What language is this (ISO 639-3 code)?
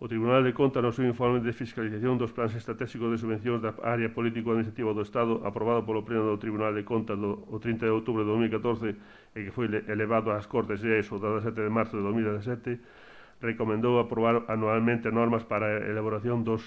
glg